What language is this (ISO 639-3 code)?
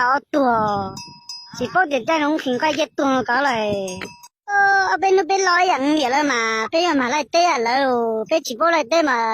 hmn